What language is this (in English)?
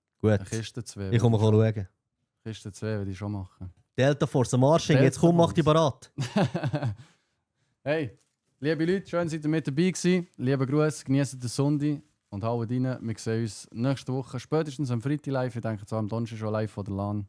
Swiss German